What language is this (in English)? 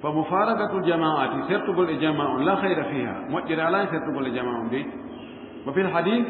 Fula